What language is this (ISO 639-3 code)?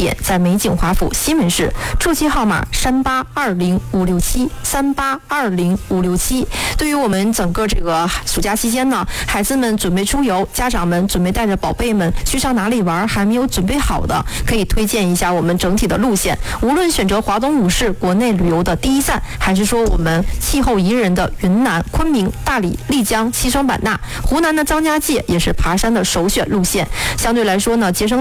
zho